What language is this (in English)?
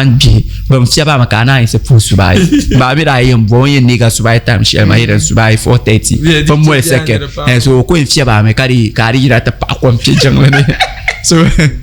Dagbani